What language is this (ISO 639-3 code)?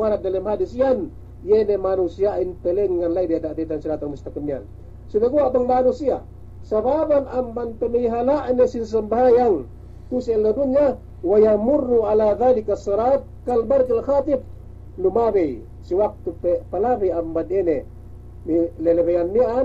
yka